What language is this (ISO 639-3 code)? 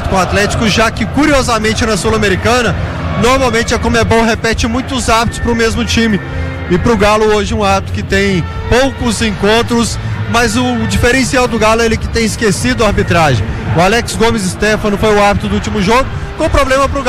por